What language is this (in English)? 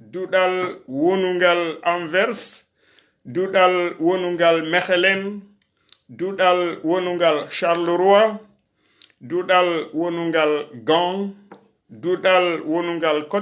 Fula